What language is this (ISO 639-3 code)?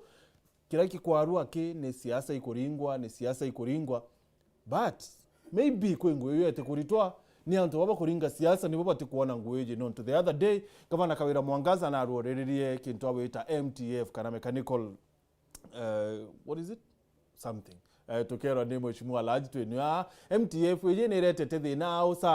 mer